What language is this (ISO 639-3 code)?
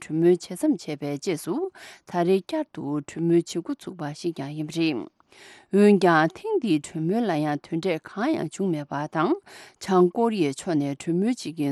bod